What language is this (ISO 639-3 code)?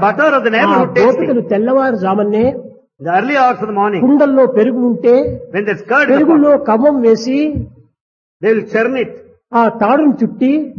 tel